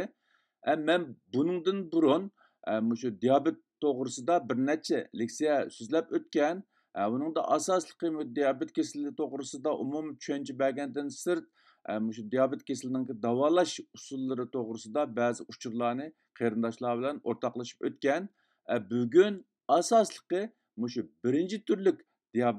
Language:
Uyghur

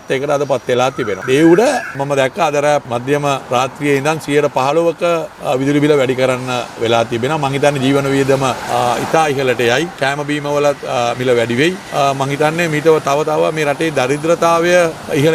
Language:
Sinhala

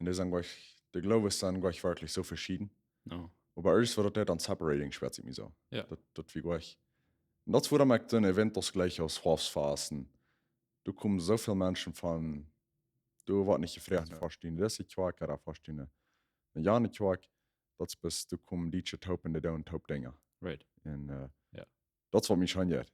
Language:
Plautdietsch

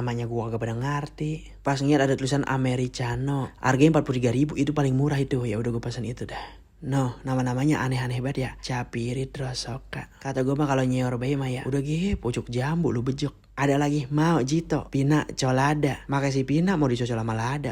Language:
Betawi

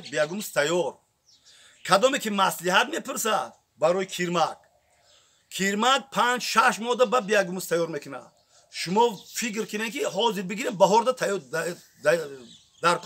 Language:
Tajik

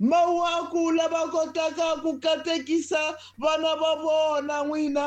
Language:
Tsonga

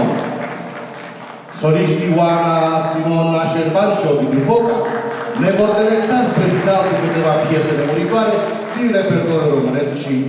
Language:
Romanian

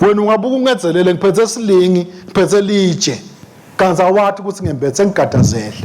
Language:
Swati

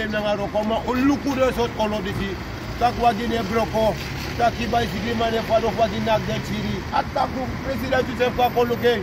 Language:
Sranan Tongo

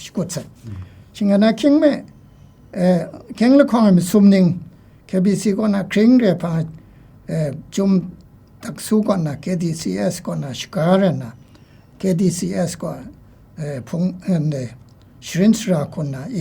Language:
Kachin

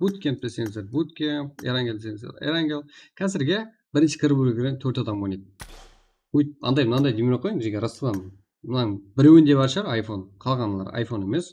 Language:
Kara-Kalpak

